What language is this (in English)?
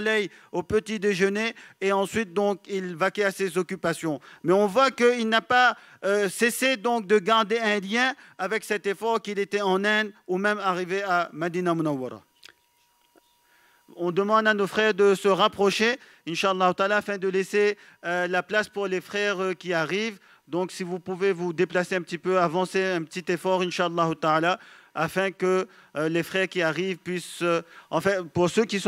French